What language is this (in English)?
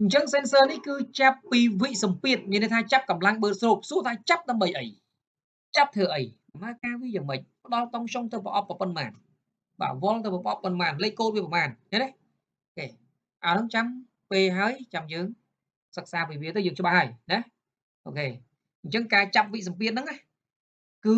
Khmer